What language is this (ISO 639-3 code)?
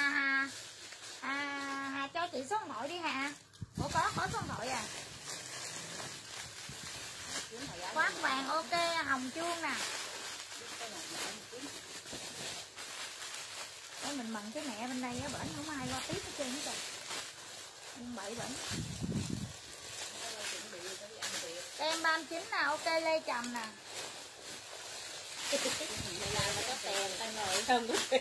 vie